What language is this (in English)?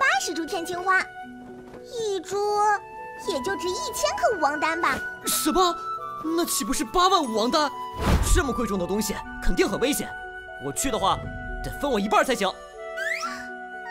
Chinese